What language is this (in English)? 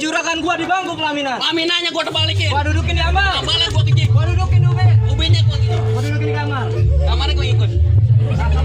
Betawi